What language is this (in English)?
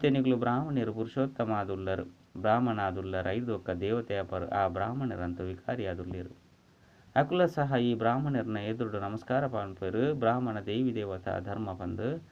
Tulu